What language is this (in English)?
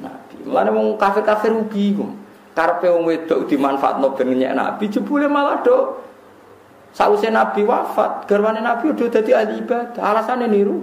Javanese